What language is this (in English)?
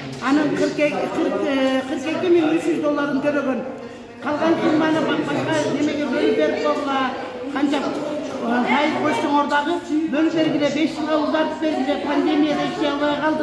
Kyrgyz